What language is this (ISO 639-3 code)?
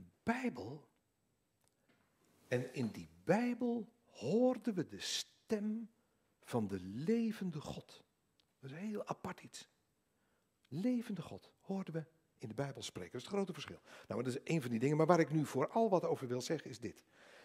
nld